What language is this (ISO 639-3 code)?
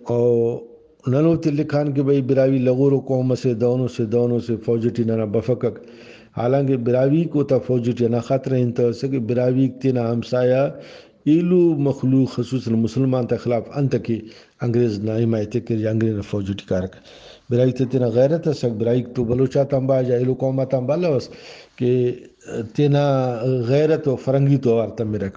brh